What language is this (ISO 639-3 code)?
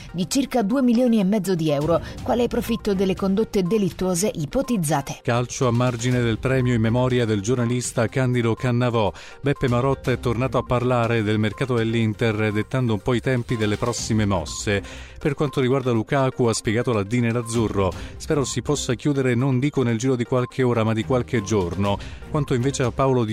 ita